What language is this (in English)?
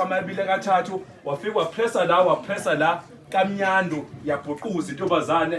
Zulu